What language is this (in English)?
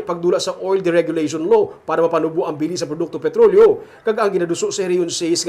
Hiligaynon